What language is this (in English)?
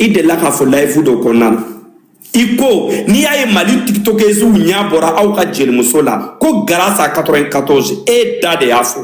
Bambara